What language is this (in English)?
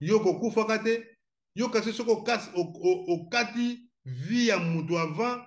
Lingala